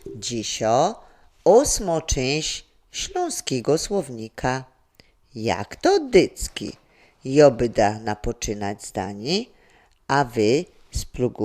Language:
Silesian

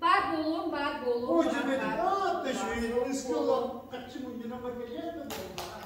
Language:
Yakut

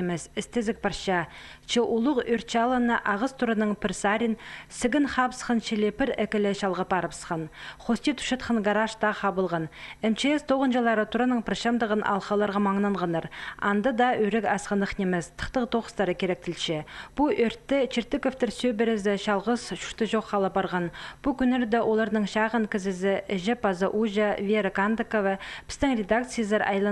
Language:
Khakas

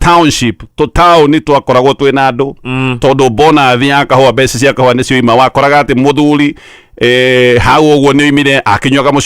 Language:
Kikuyu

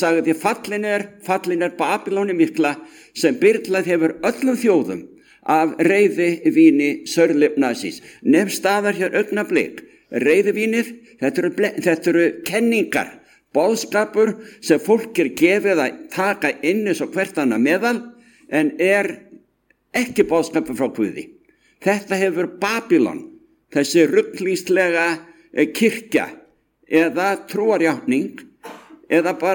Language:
Icelandic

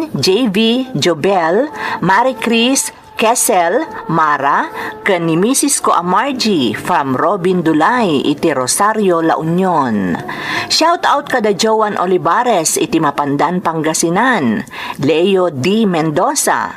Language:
Iloko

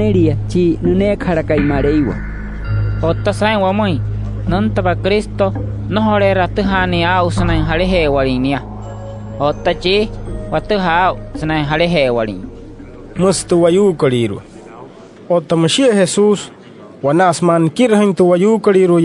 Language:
Wayuu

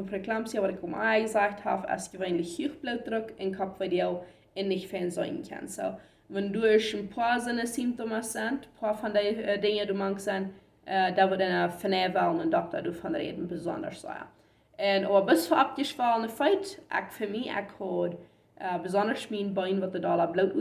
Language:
Plautdietsch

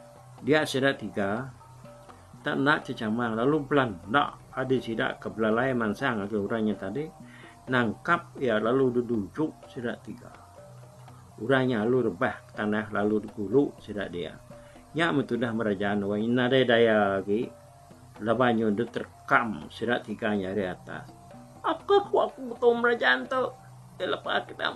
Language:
Iban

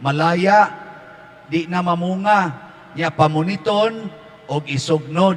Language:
Cebuano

